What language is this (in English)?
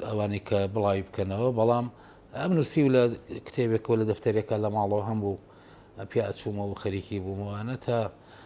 Central Kurdish